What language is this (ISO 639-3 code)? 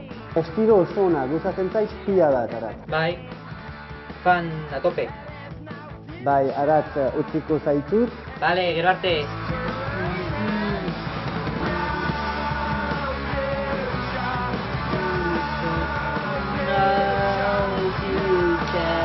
eus